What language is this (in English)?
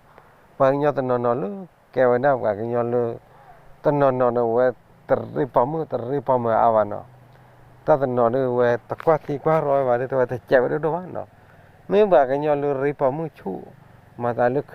S'gaw Karen